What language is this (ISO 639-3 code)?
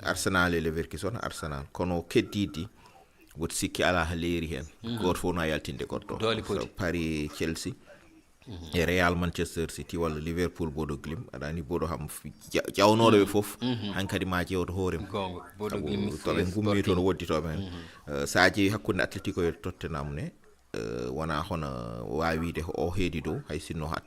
ful